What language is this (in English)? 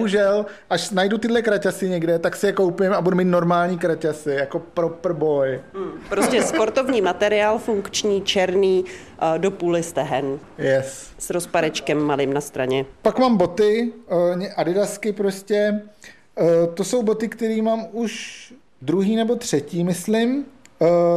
Czech